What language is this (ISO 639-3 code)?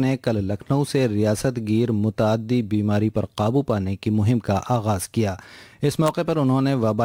urd